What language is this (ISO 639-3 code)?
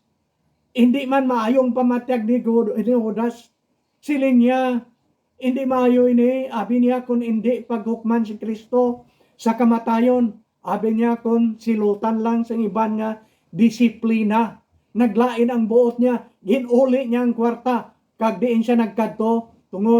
hil